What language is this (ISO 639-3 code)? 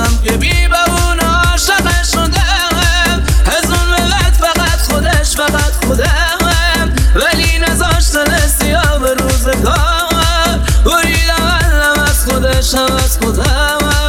fas